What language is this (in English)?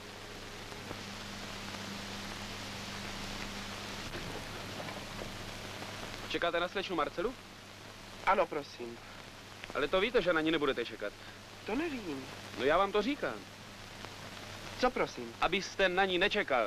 Czech